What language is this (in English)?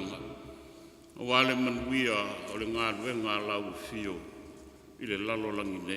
Samoan